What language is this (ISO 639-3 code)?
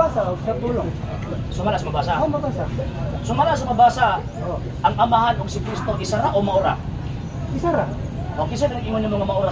ceb